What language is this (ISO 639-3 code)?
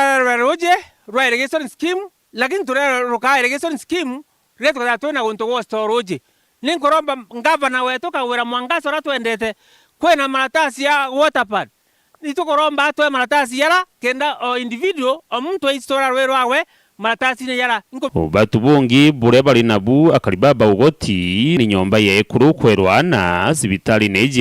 mer